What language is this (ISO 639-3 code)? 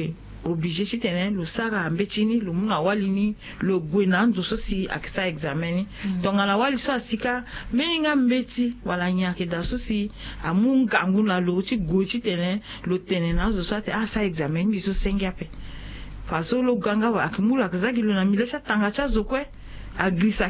sag